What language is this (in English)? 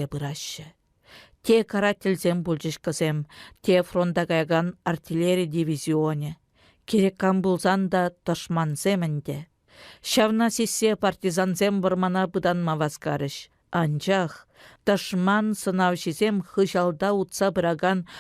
Chuvash